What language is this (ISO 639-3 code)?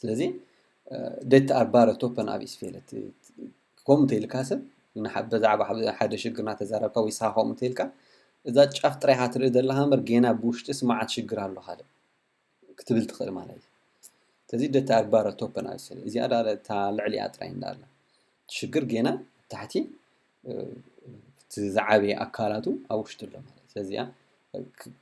tir